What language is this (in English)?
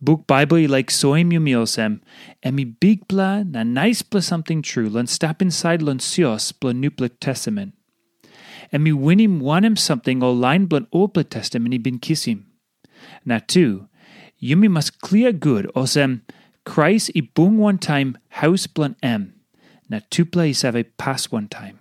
Tok Pisin